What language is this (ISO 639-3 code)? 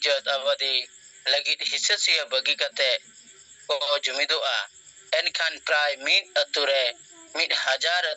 sat